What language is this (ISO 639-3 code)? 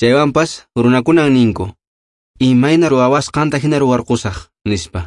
que